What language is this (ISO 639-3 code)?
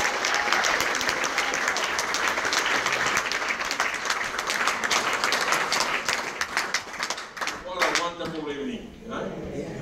eng